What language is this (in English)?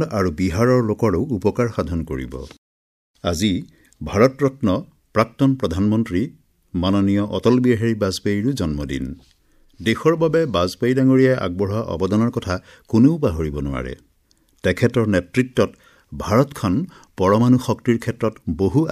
Assamese